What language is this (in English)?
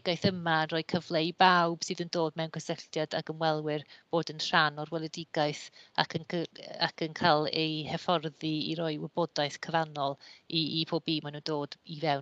Welsh